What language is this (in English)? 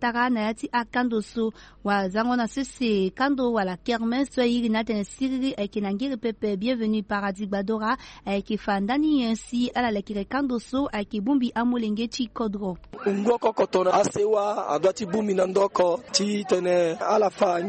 Sango